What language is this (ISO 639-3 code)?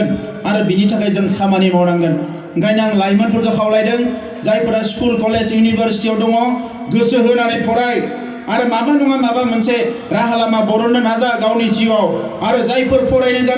brx